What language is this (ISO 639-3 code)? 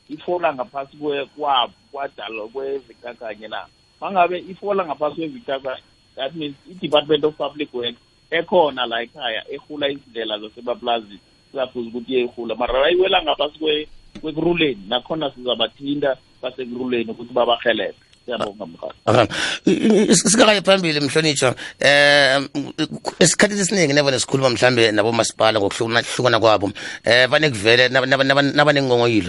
nbl